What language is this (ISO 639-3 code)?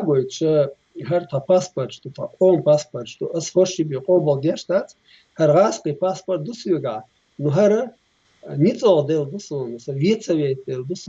che